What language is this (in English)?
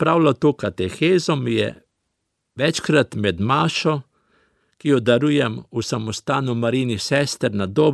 Slovenian